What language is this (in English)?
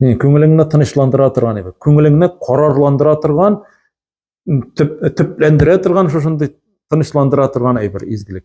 Tatar